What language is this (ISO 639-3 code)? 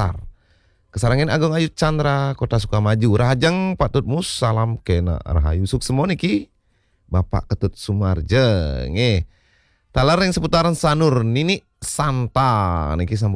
ban